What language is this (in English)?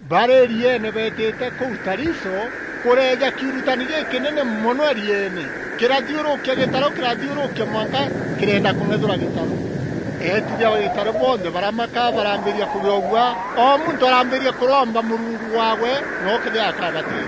Meru